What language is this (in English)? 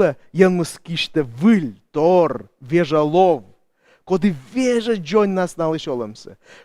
Komi